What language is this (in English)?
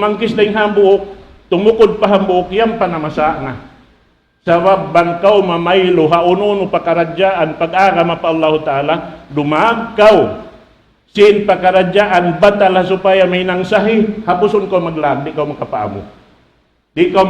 Tausug